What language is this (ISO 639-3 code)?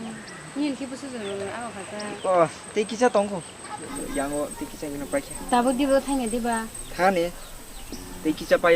trp